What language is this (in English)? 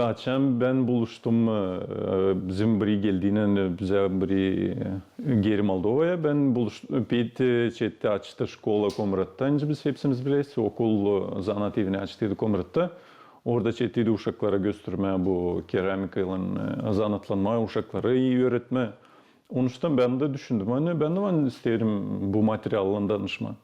Gagauz